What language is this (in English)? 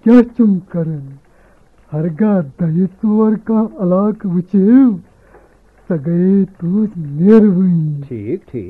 Kashmiri